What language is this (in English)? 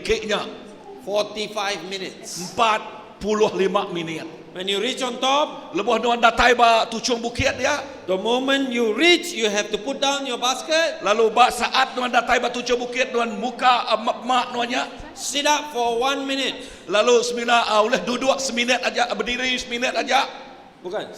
Iban